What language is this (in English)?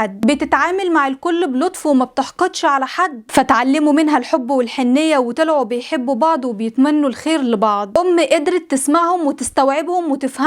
Egyptian Arabic